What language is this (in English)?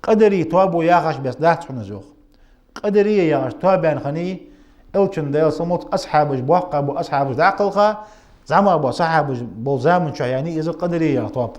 Ingush